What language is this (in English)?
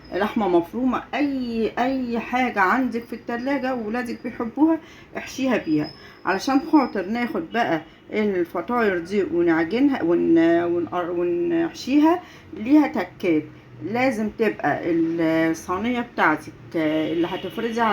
Egyptian Arabic